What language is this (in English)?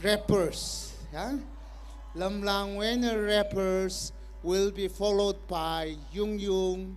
Tangkhul Naga (India)